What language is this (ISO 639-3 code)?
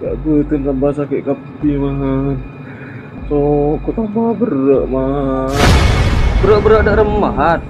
mad